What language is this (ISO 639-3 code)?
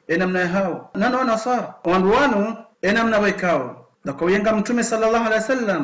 zdj